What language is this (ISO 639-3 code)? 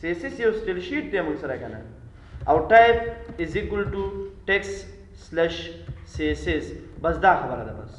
pus